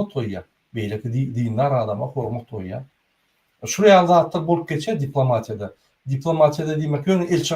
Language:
Turkmen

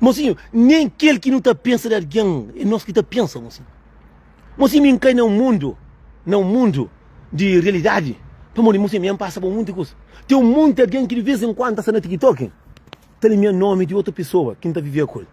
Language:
Kabuverdianu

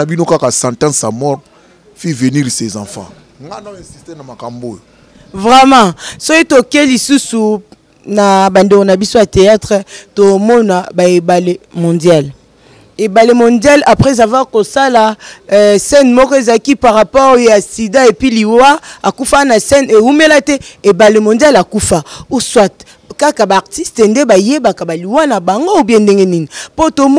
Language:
Lingala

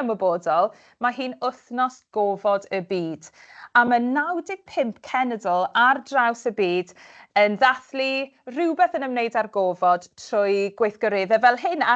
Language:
Welsh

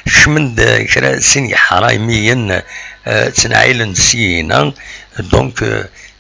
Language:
Kabyle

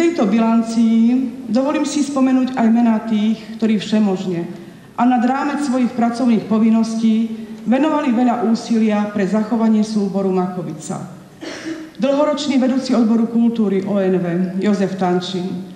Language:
Slovak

